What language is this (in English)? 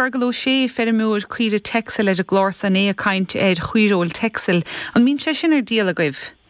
Irish